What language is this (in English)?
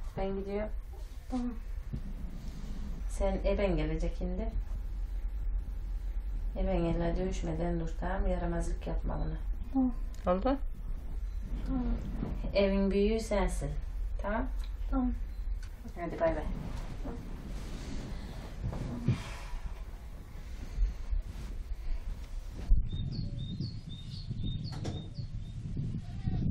Turkish